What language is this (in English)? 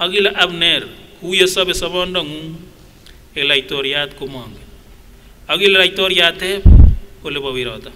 Kipsigis